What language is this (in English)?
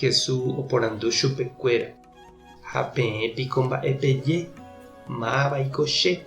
Guarani